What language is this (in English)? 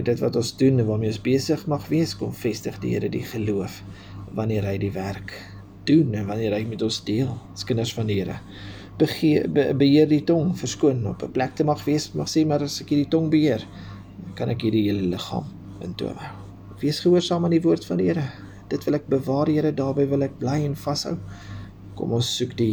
Afrikaans